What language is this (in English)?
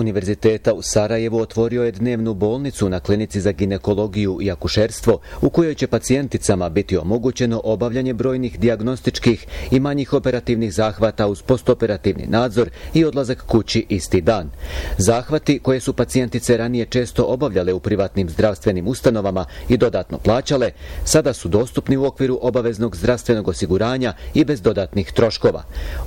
Bosnian